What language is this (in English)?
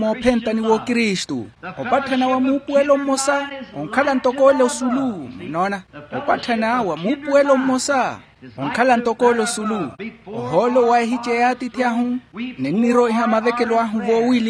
Makhuwa